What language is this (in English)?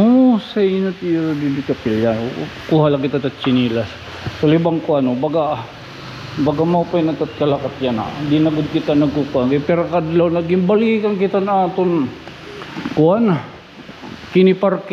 Waray